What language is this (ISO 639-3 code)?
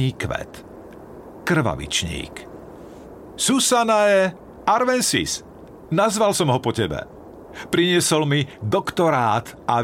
slk